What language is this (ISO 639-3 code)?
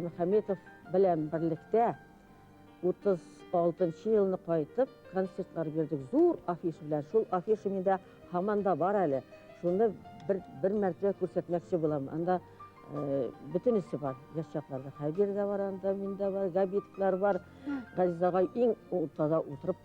bak